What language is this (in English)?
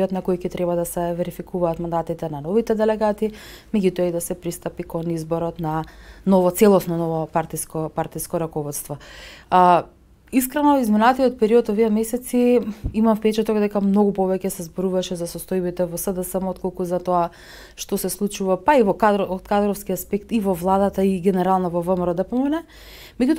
Macedonian